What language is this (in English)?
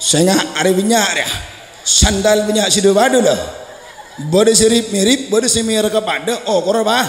Madurese